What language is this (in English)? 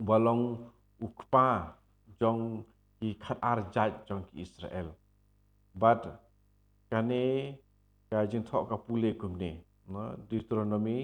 Khasi